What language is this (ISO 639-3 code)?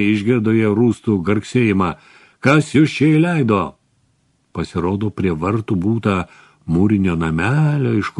lit